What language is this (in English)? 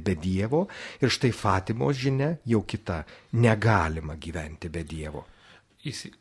Lithuanian